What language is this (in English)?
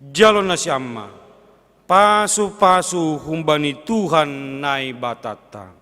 Batak Simalungun